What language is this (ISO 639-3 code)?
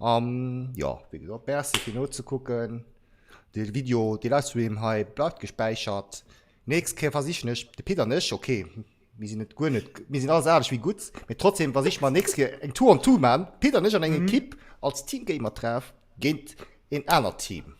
ltz